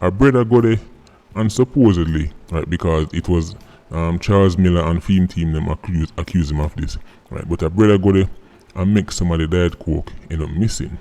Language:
Jamaican Creole English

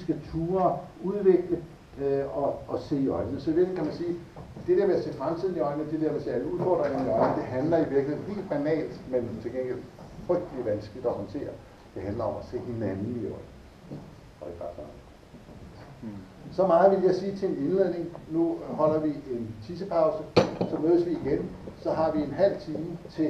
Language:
Danish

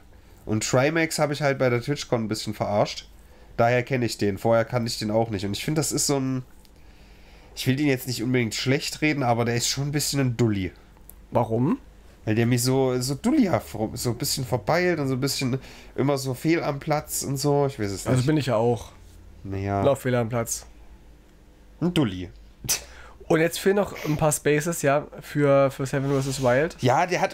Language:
German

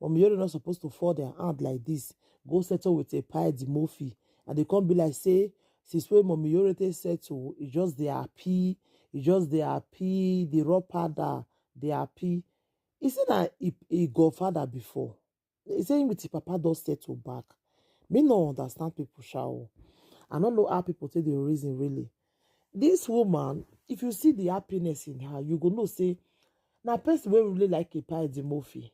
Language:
Nigerian Pidgin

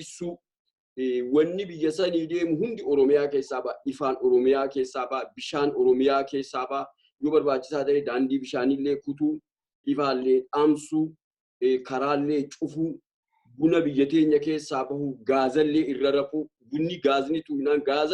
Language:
Oromo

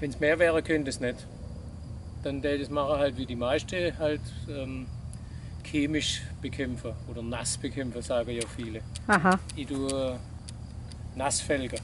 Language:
Swabian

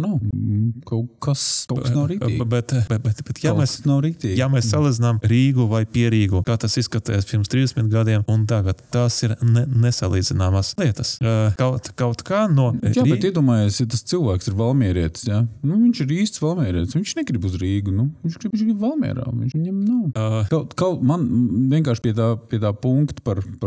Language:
Latvian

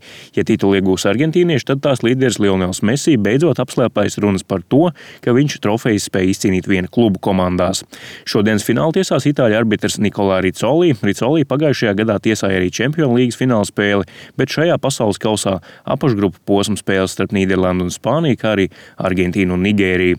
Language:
Latvian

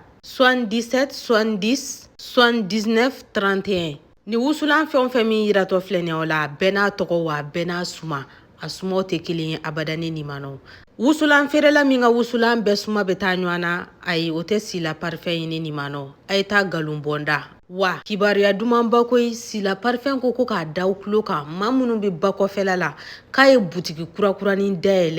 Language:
Bambara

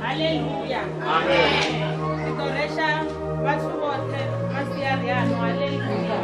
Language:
Venda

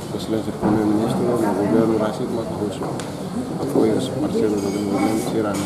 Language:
Tetum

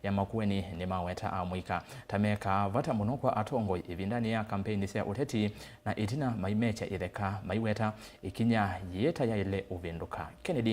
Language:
Kamba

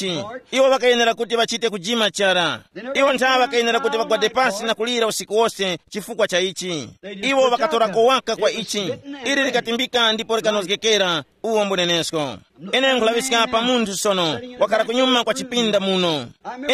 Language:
Tumbuka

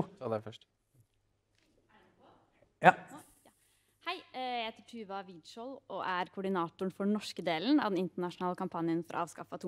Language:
Norwegian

